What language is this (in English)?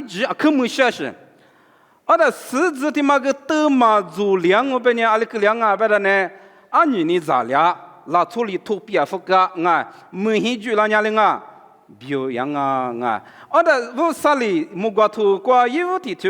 Lisu